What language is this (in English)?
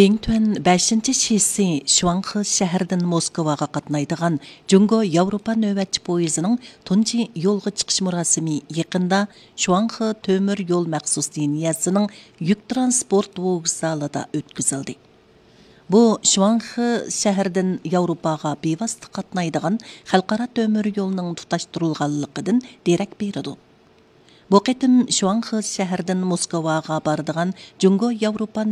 Uyghur